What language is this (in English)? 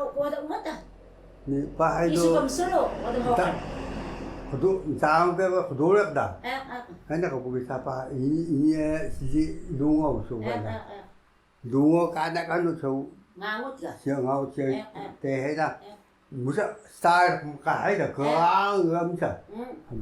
Taroko